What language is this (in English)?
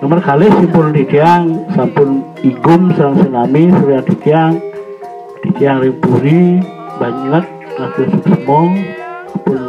Balinese